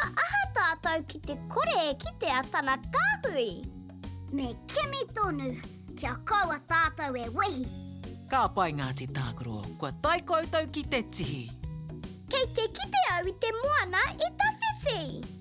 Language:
Māori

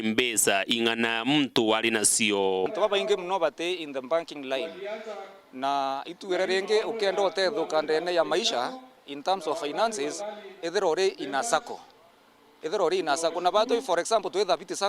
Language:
Meru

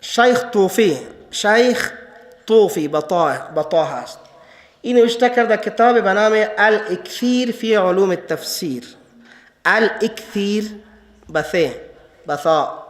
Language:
Persian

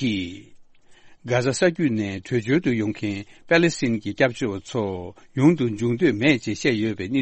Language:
Tibetan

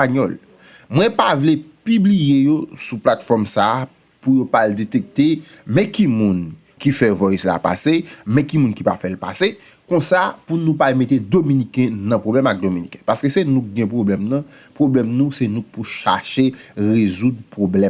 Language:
Haitian Creole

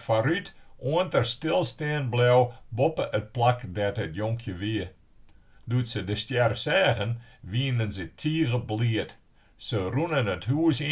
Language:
Western Frisian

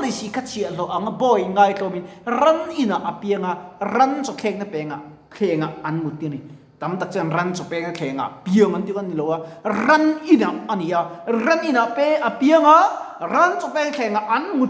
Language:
Mizo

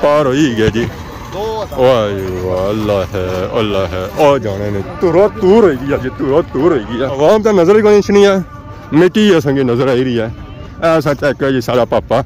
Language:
Pahari-Potwari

